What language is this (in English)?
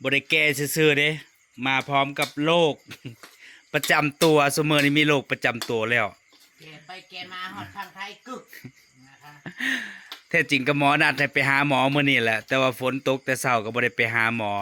Northeastern Thai